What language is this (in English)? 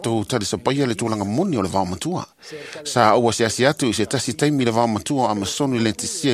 Samoan